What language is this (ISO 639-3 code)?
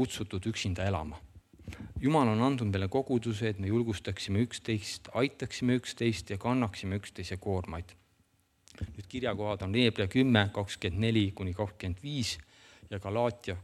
est